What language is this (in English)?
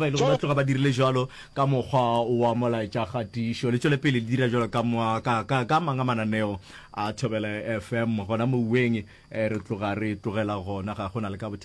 Northern Sotho